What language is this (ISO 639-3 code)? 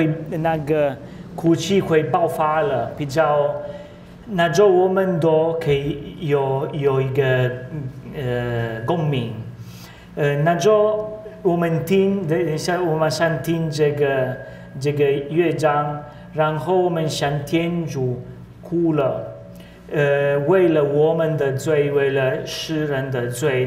zho